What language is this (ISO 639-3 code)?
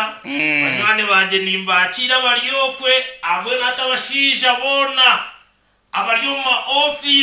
nyn